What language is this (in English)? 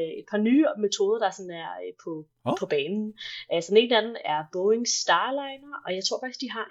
Danish